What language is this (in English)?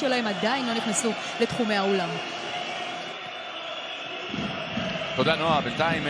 Hebrew